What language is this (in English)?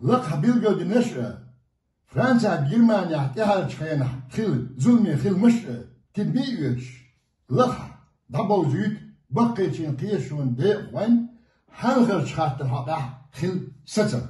Chechen